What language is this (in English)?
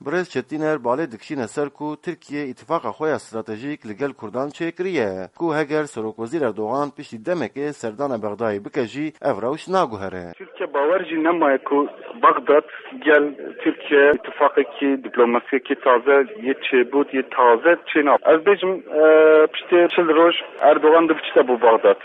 Kurdish